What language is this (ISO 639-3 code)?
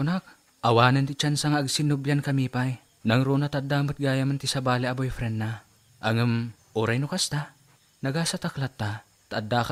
ilo